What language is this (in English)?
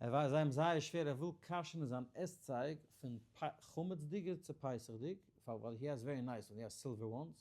Yiddish